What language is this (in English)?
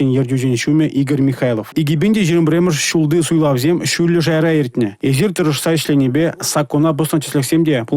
Chuvash